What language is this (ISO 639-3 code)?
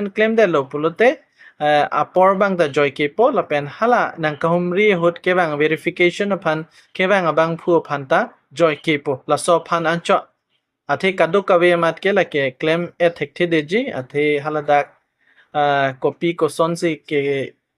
mjw